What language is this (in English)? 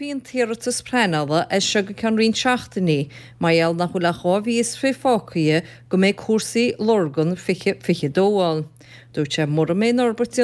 Irish